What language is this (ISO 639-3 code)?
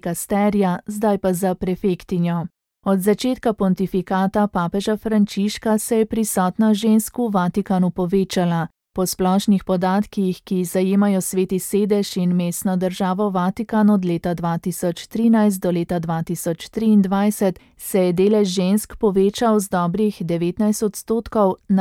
slv